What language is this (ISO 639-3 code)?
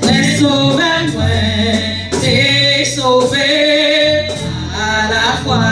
hat